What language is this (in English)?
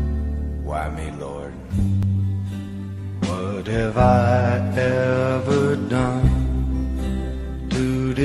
Afrikaans